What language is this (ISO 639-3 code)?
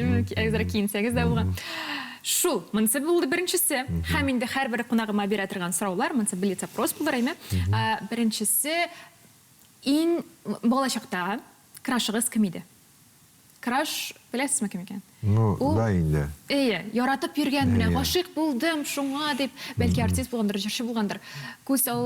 tat